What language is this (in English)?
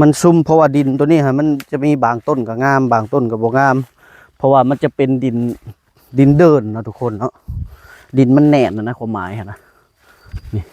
Northeastern Thai